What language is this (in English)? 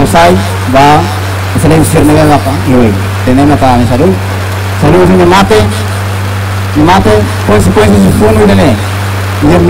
Tetum